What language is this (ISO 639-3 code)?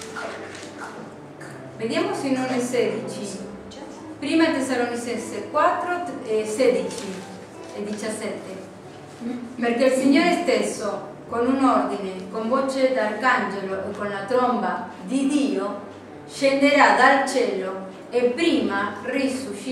ita